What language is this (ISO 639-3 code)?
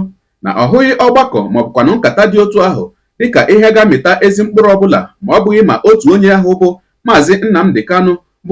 ibo